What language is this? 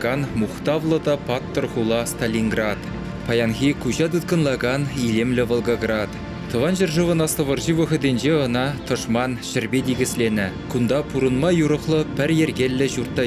Chuvash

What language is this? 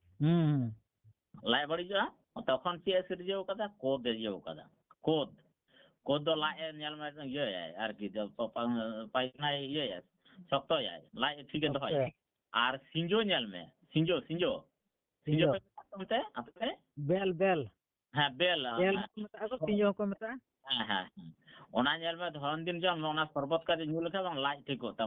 Santali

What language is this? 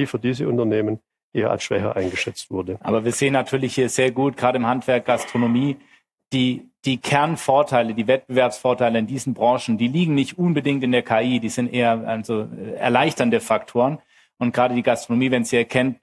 German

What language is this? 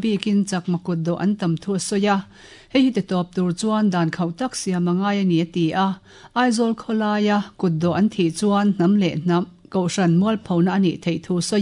Mizo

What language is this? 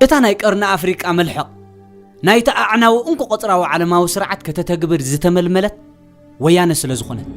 Tigrinya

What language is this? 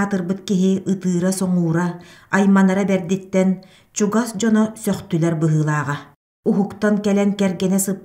Yakut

